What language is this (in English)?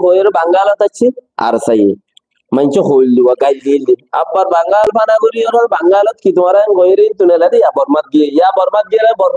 Rohingya